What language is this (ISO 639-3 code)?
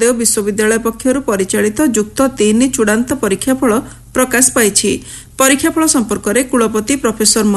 ori